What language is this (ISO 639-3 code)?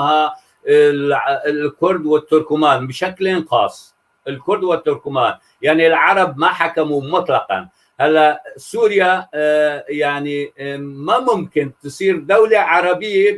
apc